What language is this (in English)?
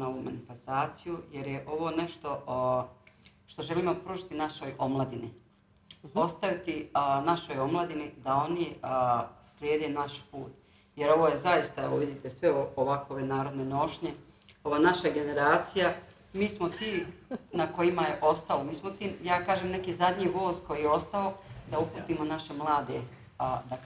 Bosnian